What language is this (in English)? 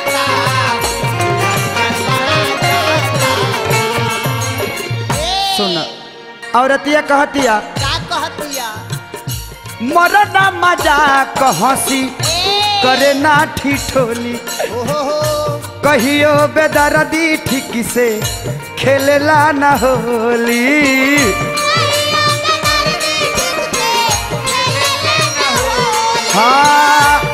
Bhojpuri